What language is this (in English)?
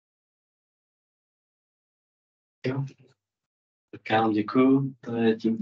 Czech